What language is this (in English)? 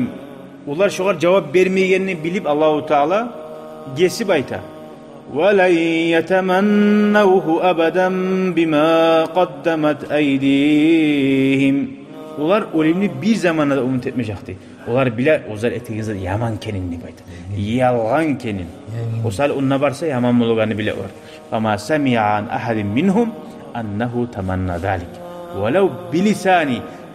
Kumyk